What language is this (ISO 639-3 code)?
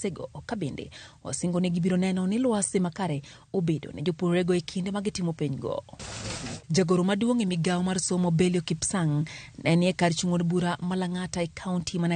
luo